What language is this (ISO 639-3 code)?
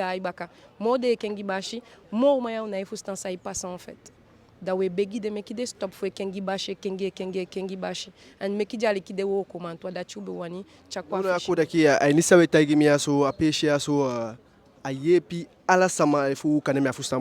djk